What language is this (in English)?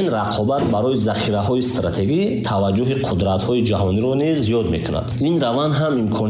Tajik